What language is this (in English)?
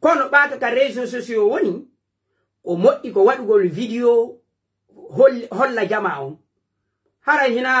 Pular